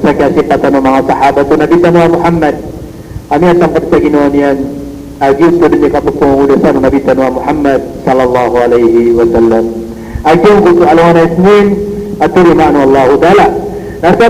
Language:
Maranao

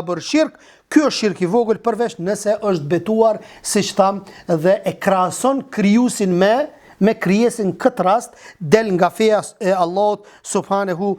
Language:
Albanian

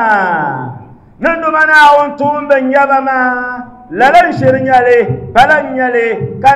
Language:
Dagbani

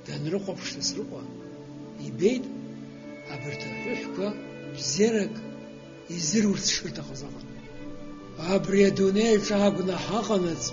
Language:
Abkhazian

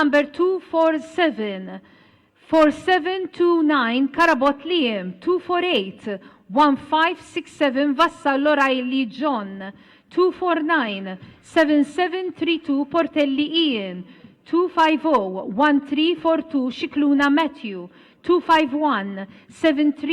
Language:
Maltese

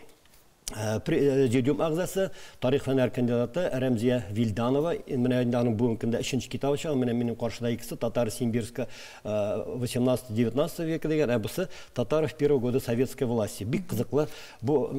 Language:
Tatar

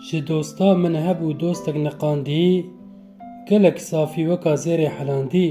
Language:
Kurdish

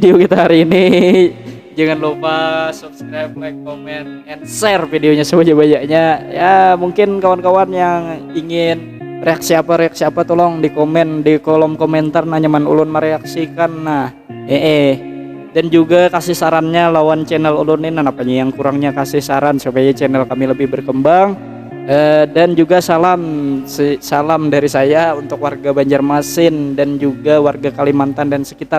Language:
Banjar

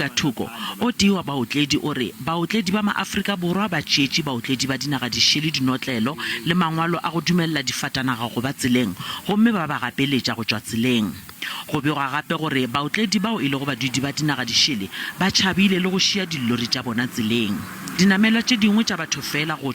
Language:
Northern Sotho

